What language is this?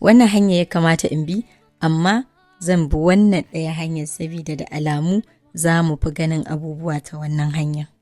Hausa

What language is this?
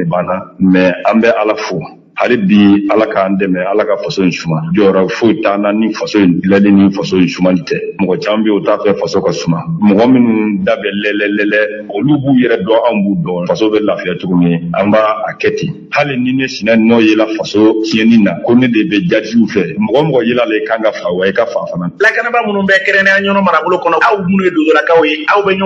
Bambara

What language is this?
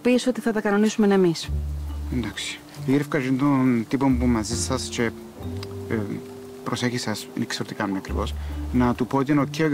Greek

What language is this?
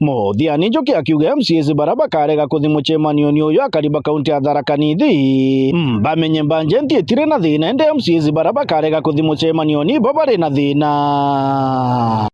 Meru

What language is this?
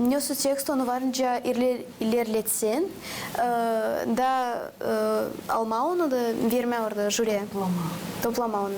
Gagauz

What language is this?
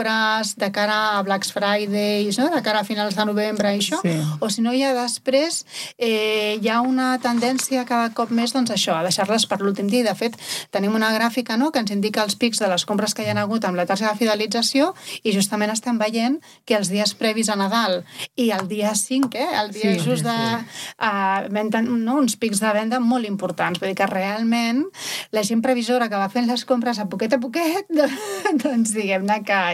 Catalan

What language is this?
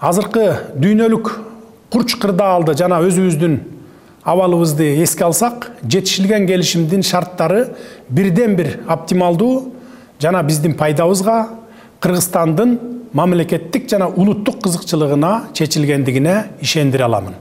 Kyrgyz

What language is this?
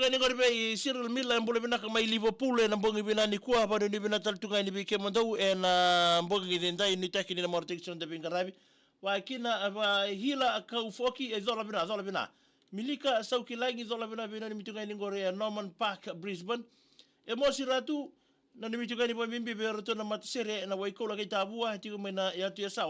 Fijian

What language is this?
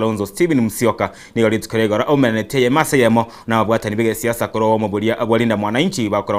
Gusii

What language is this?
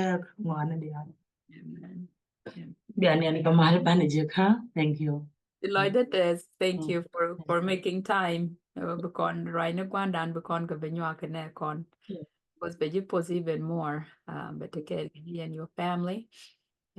Nuer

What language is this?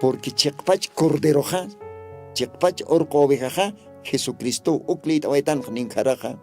Aymara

